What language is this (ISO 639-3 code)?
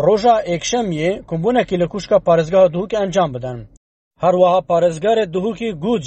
kur